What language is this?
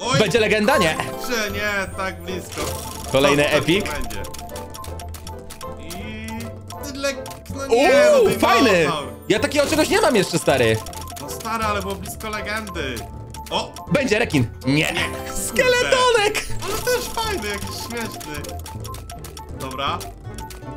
Polish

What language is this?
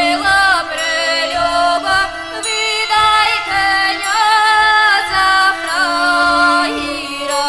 Rusyn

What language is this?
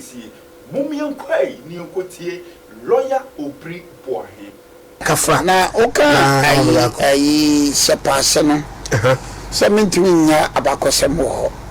Akan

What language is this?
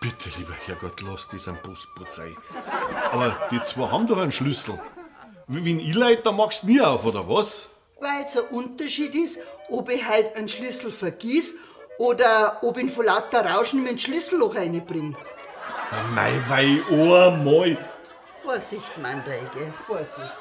Bavarian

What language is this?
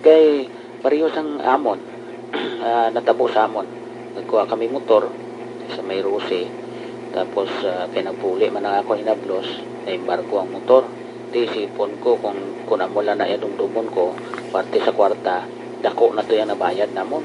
Hiligaynon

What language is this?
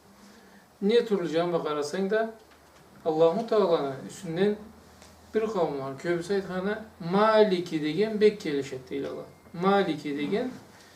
Karachay-Balkar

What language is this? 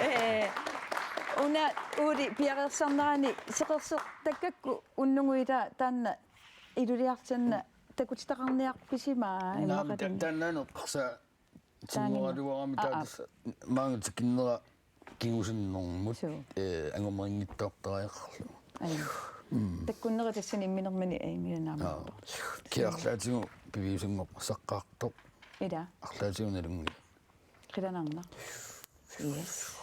Kalaallisut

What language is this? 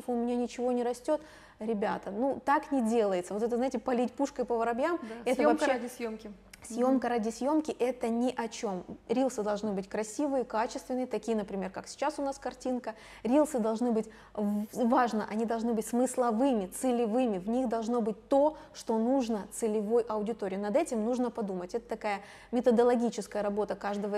Russian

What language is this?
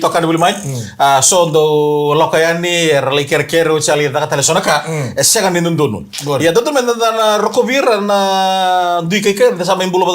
Fijian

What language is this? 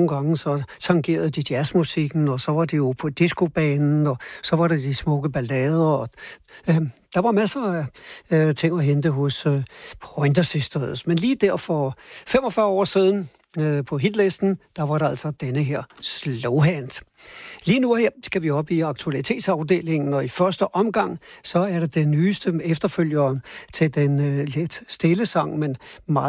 Danish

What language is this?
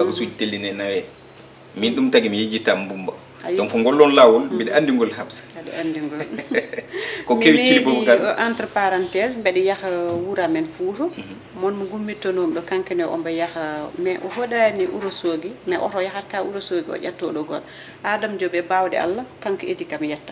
Fula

